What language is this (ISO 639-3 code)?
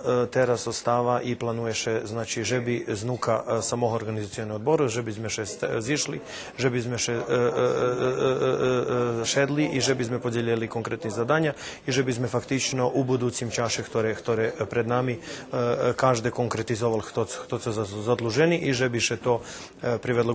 rue